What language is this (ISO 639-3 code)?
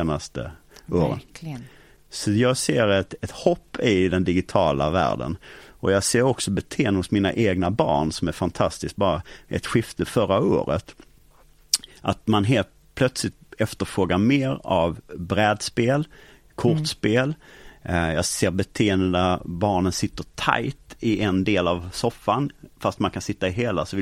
swe